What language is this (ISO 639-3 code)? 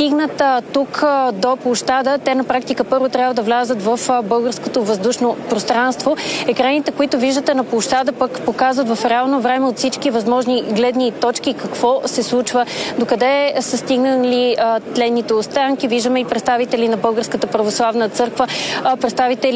bul